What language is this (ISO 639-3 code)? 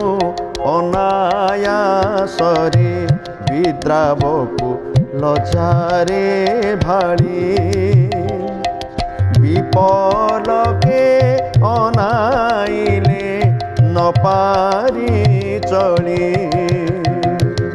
ori